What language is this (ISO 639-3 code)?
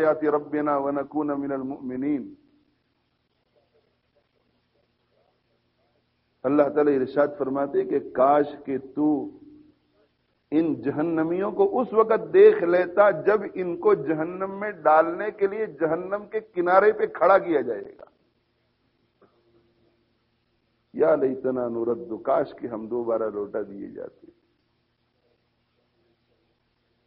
urd